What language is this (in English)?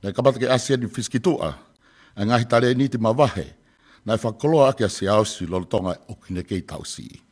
Tongan